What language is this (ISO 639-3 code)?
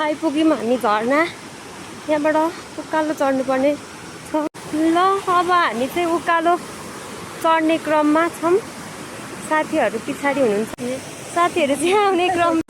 nep